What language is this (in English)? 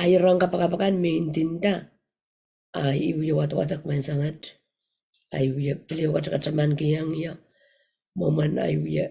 Pohnpeian